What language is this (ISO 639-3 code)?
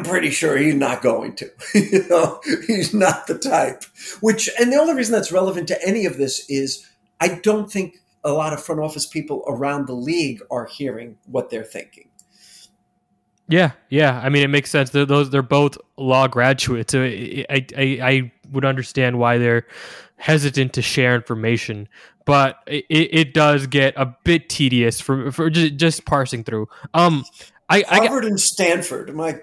eng